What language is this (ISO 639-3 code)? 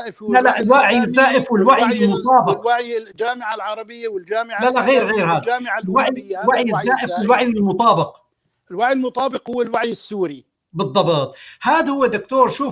apc